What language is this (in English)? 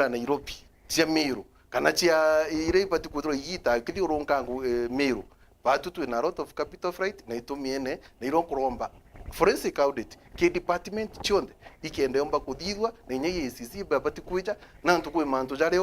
Meru